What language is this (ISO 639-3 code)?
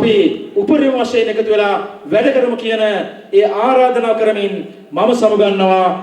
sin